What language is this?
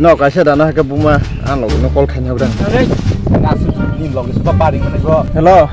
Kok Borok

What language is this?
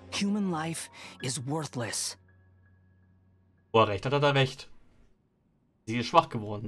German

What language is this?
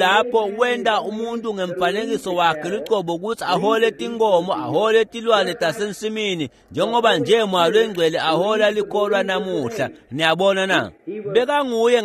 Swati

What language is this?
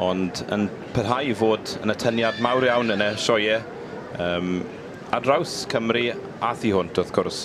Welsh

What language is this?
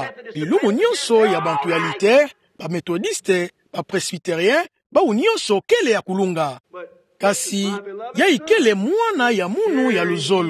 Kituba (Democratic Republic of Congo)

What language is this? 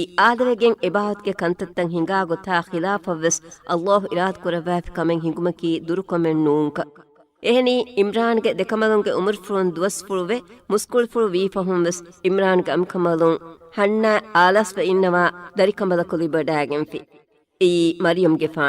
Divehi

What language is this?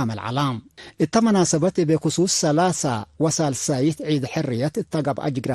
Tigre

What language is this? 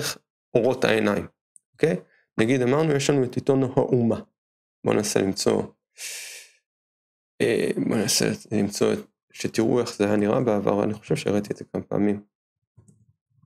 Hebrew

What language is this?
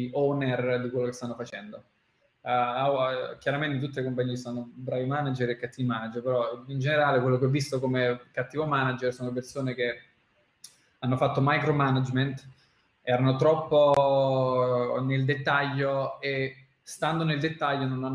Italian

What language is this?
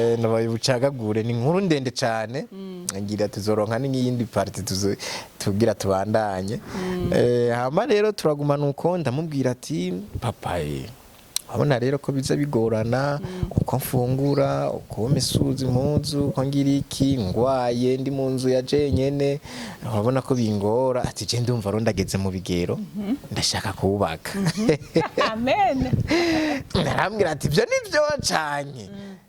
Rundi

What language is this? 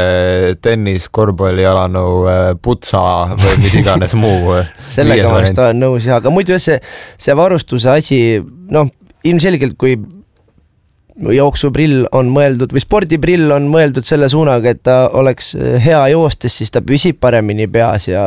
Estonian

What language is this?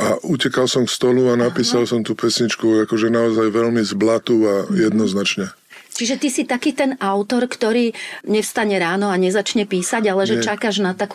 Slovak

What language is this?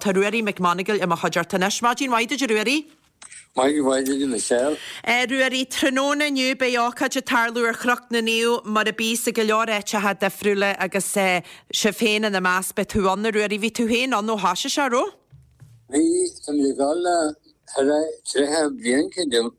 Irish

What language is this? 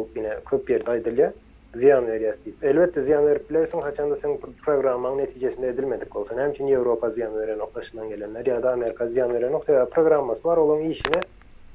Turkmen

